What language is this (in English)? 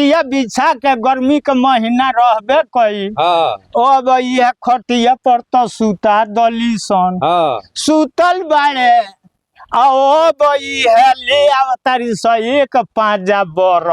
Bhojpuri